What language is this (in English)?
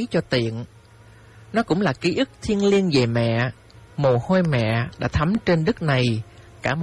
Vietnamese